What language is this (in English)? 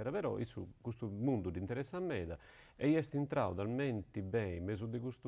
Sardinian